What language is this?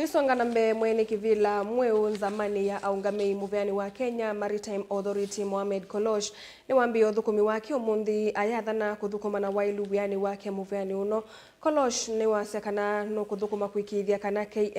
Kamba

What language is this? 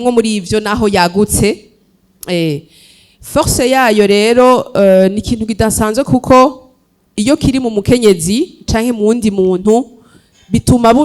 Rundi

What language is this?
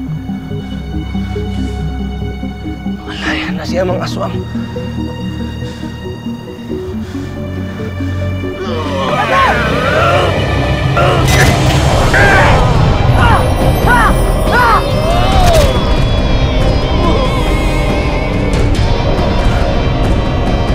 Filipino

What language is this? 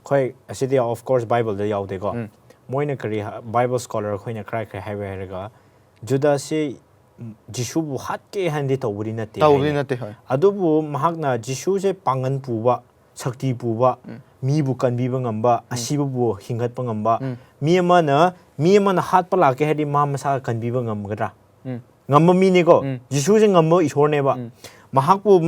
Manipuri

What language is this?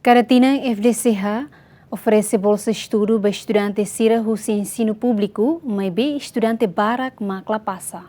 Tetum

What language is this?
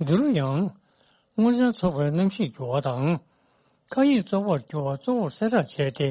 Tibetan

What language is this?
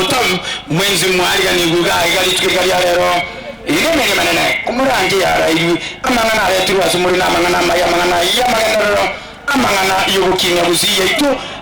Gusii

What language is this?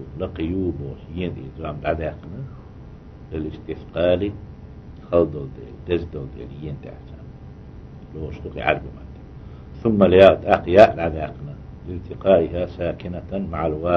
Chechen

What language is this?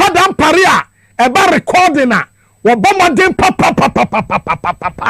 Akan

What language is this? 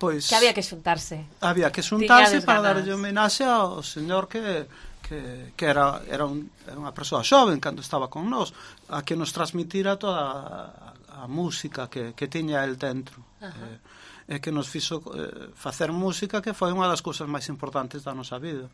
Galician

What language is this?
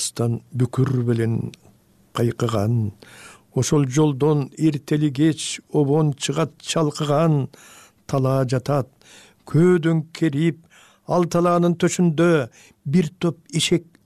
Kyrgyz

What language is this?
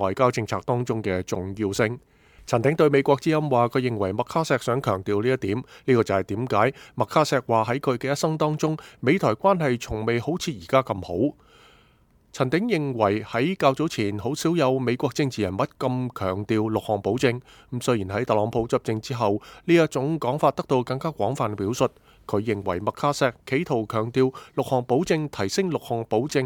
Cantonese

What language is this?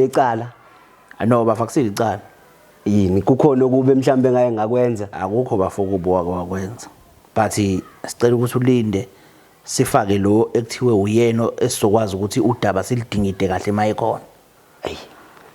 Zulu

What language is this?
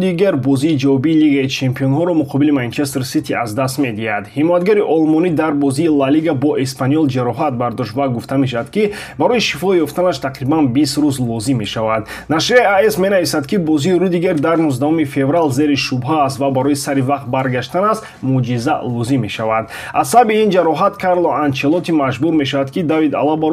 Tajik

